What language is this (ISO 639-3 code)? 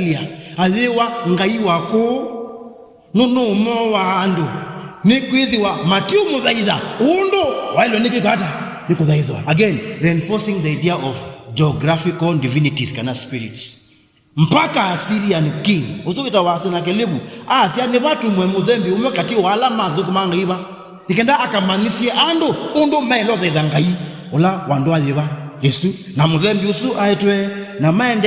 kam